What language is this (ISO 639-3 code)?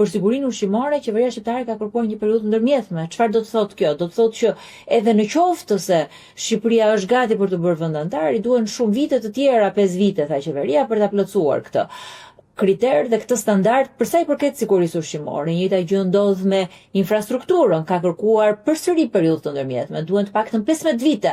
sqi